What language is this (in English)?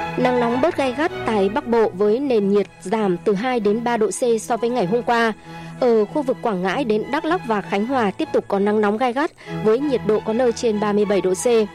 Vietnamese